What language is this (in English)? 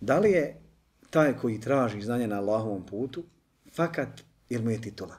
Bosnian